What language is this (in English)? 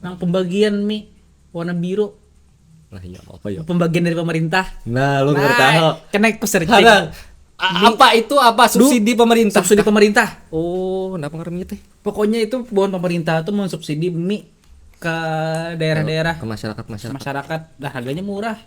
Banjar